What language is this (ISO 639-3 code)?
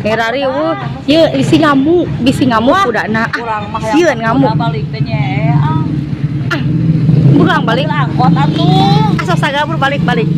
sun